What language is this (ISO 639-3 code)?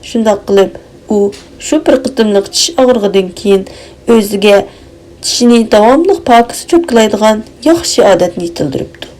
uig